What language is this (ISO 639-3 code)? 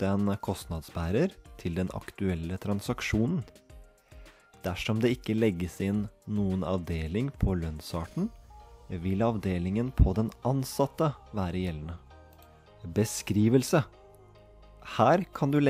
nor